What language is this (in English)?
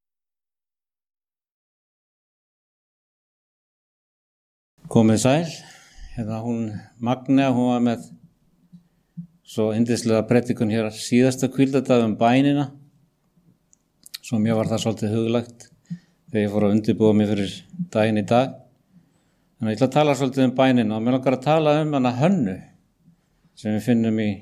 Icelandic